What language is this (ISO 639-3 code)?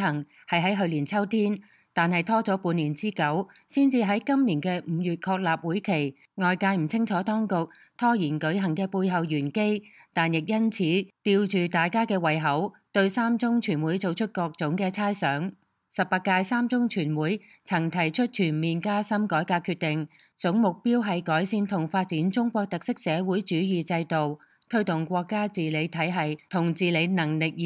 yue